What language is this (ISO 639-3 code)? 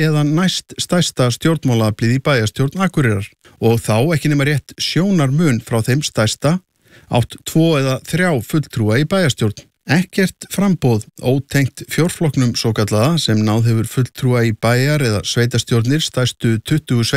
isl